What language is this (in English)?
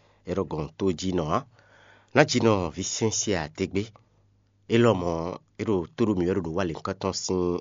Fon